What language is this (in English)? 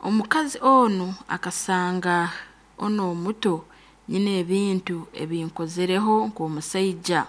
Nyoro